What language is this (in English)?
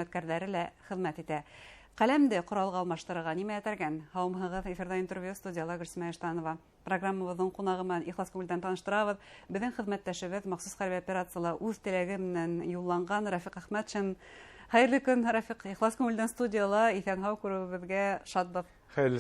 Bashkir